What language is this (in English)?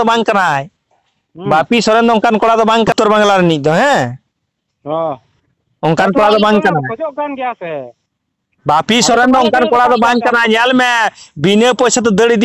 Santali